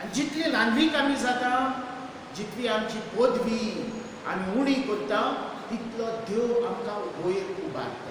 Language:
Konkani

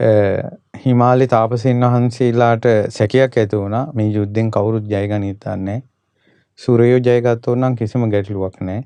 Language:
Sinhala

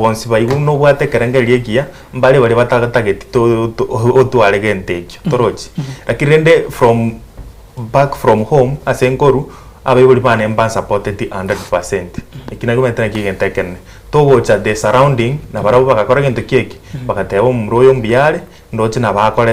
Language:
Gusii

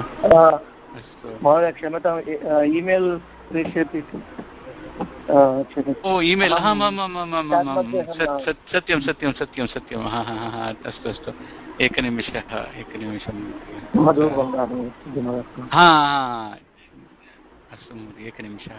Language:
Sanskrit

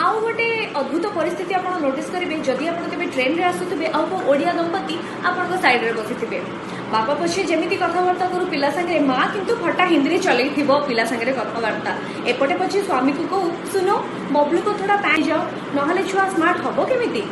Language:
Odia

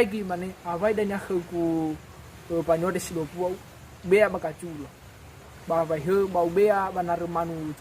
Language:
Nias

